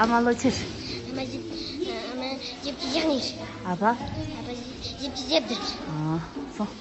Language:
Tibetan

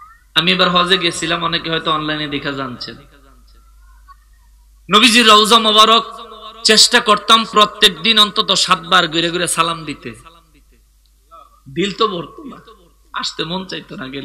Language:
Bangla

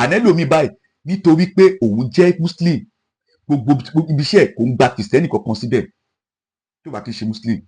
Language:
Yoruba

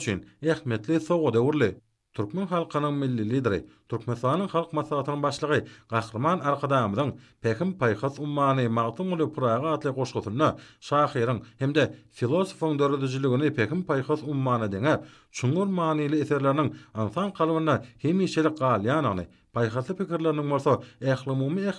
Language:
Turkmen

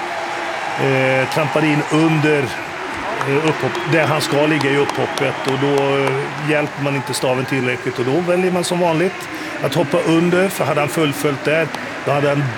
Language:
Swedish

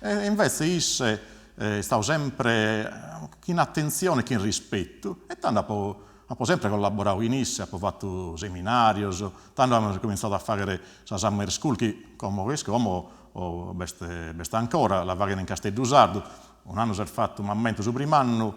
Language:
Sardinian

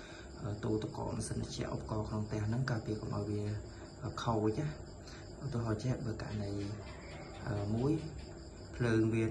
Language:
Khmer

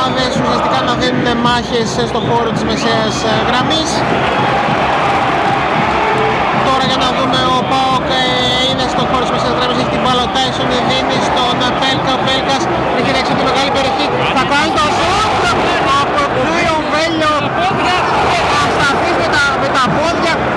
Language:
Greek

